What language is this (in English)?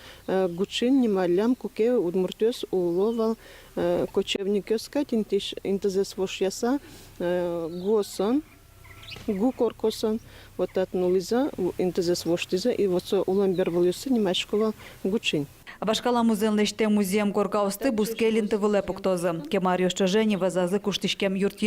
Udmurt